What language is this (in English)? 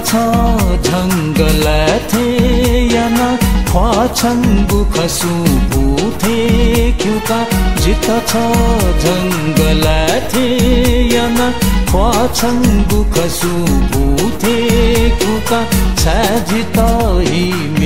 Newari